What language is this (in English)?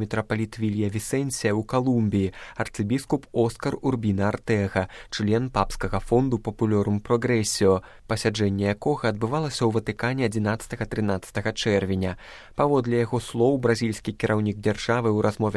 Belarusian